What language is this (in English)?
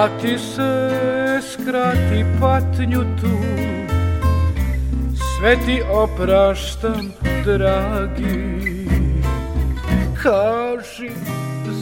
Serbian